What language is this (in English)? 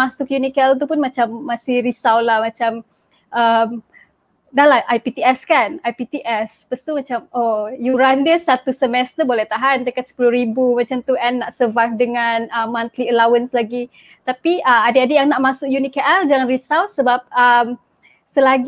Malay